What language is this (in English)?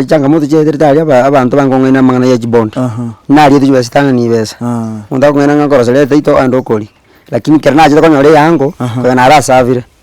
Gusii